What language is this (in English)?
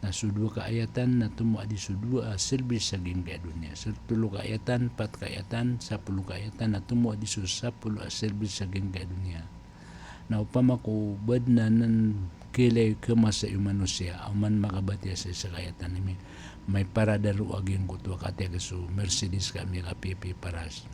Maranao